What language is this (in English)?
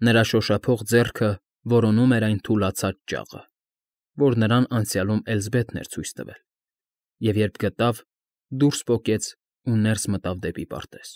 Armenian